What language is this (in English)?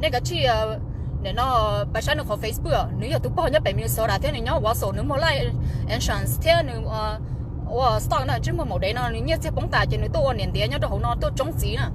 Hmong